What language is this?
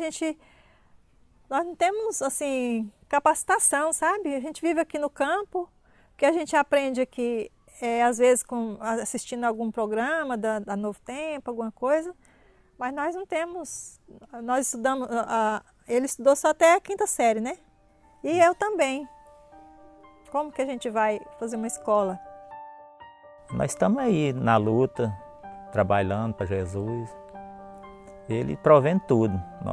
Portuguese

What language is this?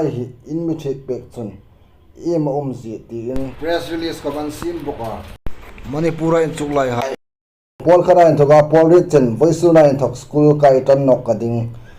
Hmar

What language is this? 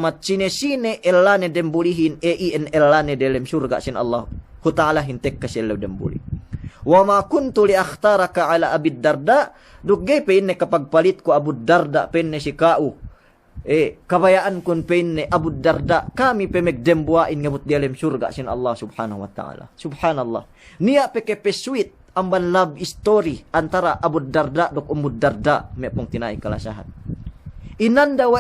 Yakan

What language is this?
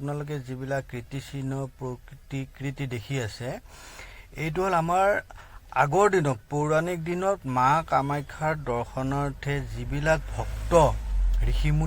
Assamese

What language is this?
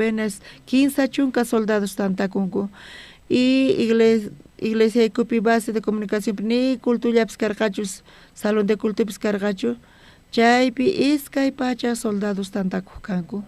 South Bolivian Quechua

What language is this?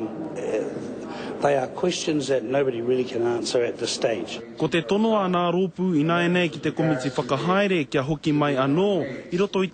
Māori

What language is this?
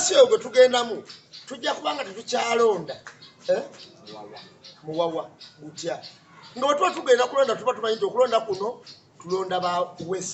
Ganda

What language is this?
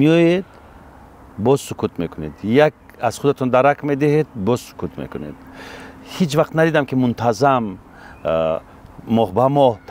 Tajik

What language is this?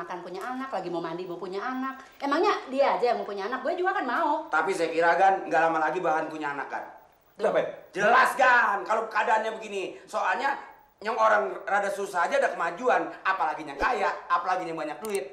Betawi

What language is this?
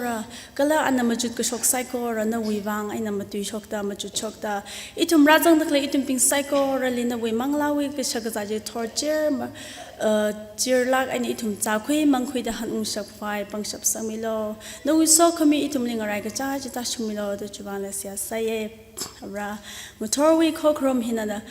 Tangkhul Naga (India)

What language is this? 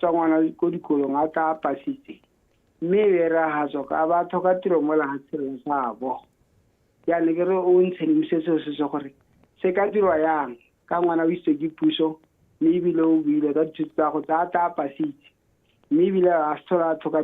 Tswana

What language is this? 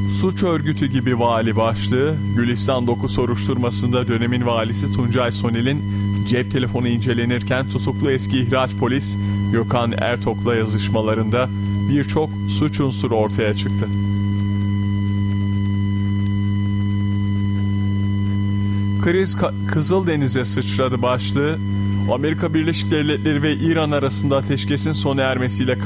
Turkish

